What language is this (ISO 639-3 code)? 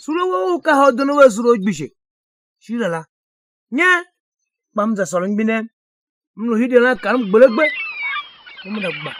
tiv